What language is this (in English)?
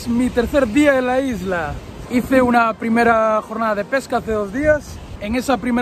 Spanish